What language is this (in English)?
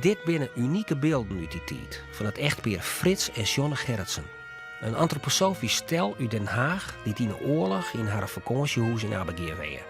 Western Frisian